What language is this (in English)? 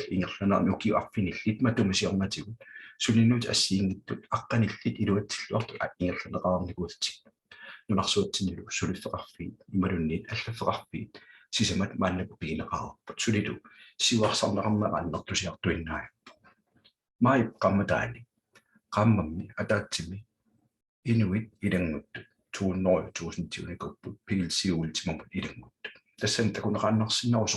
Kalaallisut